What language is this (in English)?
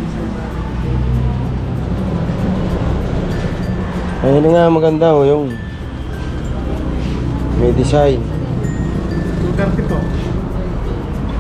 Filipino